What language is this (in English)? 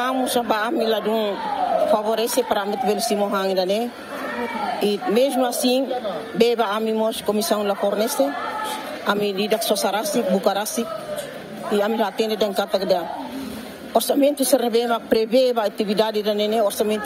Tetum